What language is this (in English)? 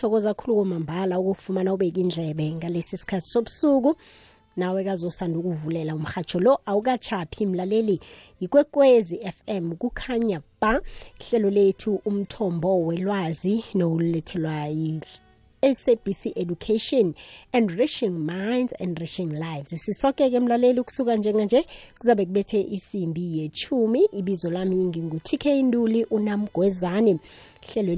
South Ndebele